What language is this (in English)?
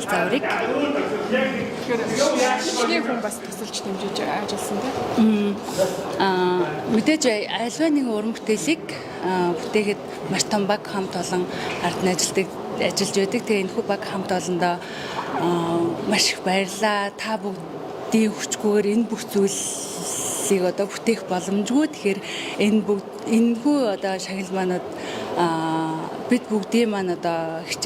Mongolian